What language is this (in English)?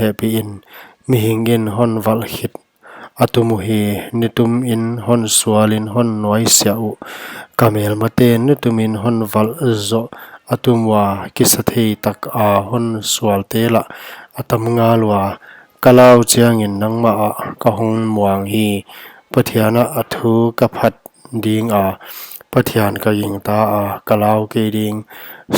Paite Chin